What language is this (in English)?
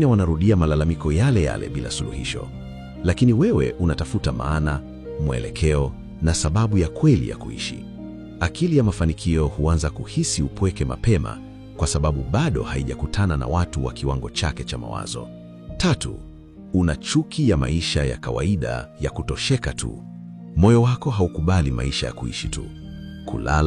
Swahili